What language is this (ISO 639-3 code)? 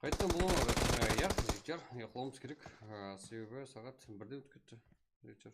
kaa